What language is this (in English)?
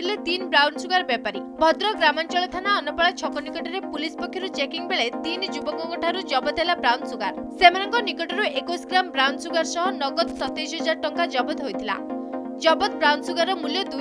Odia